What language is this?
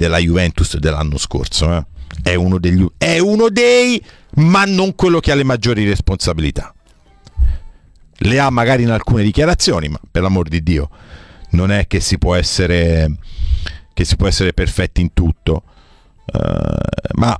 Italian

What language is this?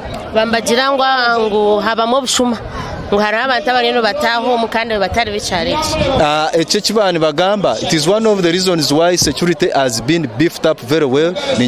Nyankole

